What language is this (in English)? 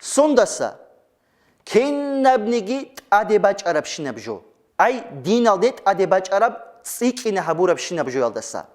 Avaric